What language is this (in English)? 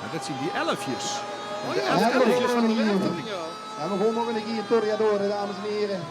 Limburgish